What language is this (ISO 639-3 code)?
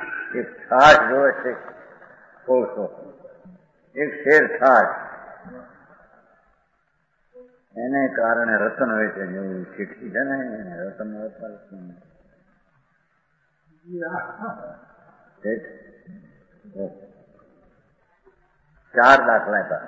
guj